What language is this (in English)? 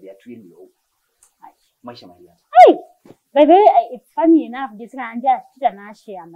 Kamba